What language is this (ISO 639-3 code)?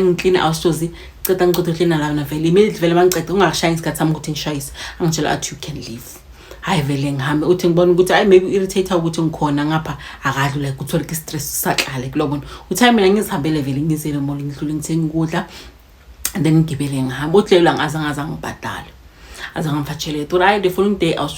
zul